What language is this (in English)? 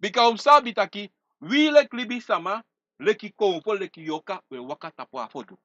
Sranan Tongo